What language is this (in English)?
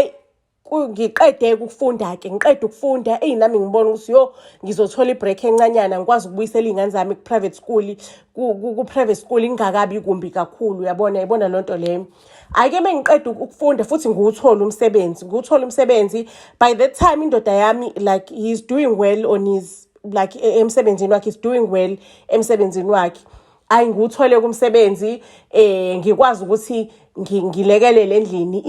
Zulu